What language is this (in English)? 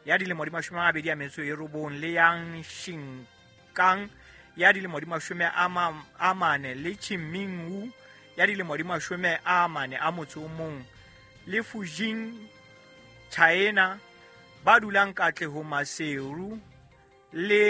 Southern Sotho